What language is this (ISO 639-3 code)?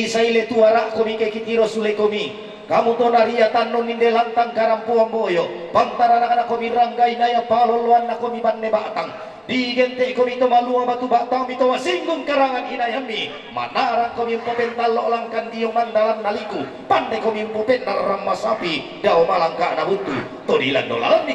sda